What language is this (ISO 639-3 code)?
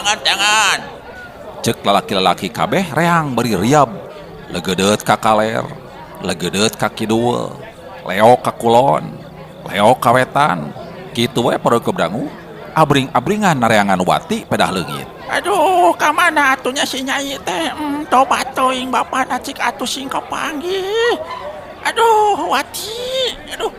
sun